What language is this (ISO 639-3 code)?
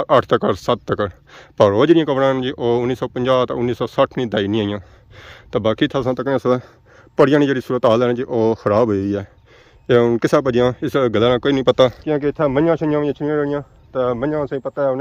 phr